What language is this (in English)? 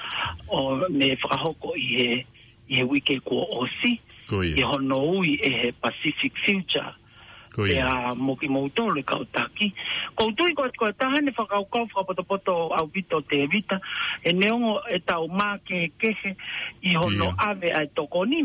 Tongan